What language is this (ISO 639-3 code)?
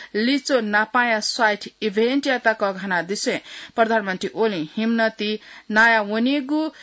new